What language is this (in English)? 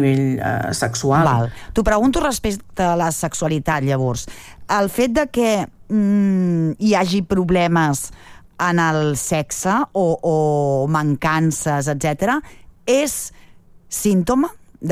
Catalan